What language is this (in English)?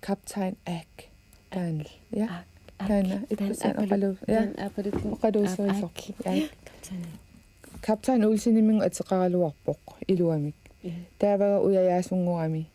Kalaallisut